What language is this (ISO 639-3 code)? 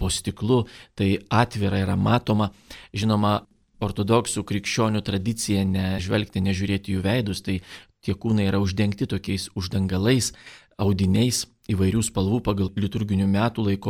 lit